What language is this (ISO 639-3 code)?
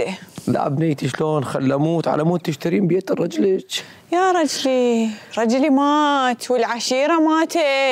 acm